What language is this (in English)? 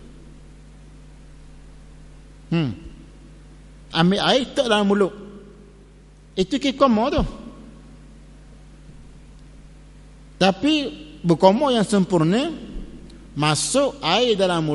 Malay